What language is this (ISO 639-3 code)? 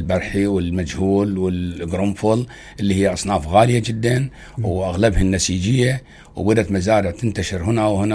acm